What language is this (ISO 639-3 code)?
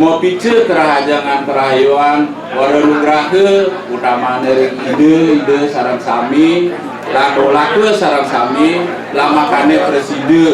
ban